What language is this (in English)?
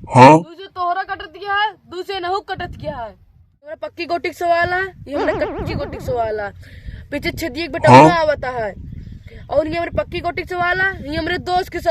Awadhi